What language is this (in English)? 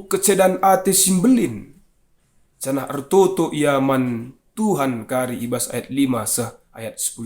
Batak Karo